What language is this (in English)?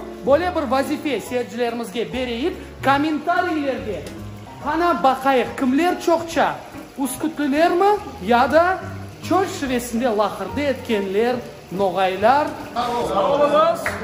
Crimean Tatar